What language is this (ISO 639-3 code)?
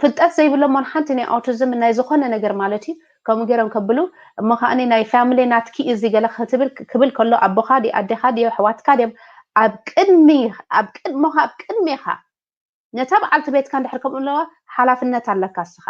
tir